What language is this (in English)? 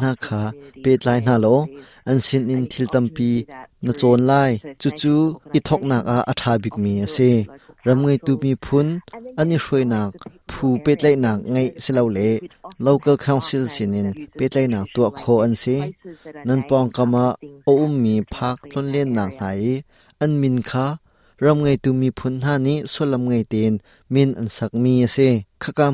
Hakha Chin